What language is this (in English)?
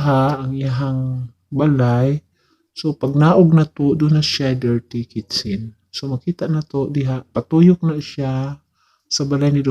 Cebuano